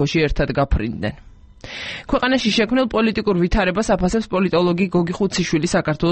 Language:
Georgian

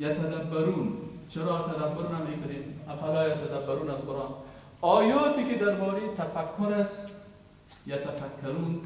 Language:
Persian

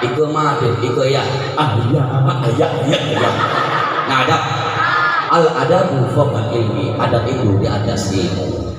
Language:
Achinese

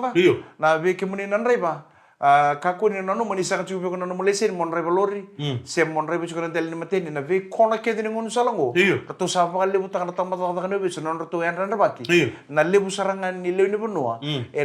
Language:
Fijian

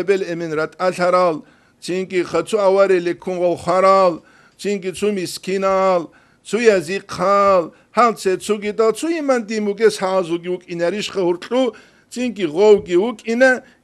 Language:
Avaric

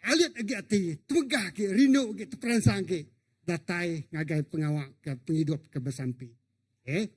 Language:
Iban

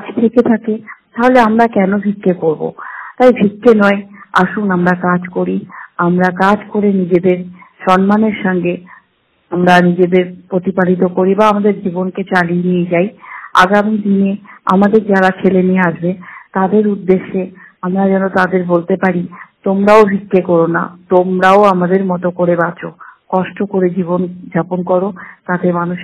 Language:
Bangla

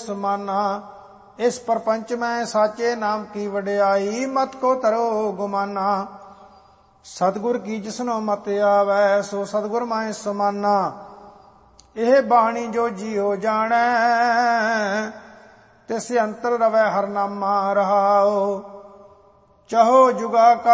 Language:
Punjabi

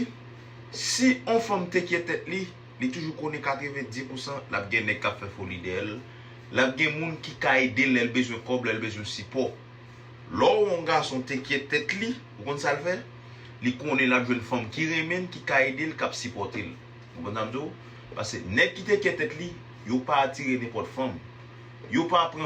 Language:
Haitian Creole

